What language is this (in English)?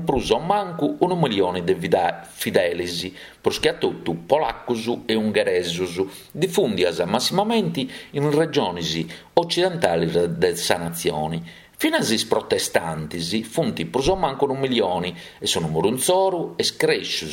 Sardinian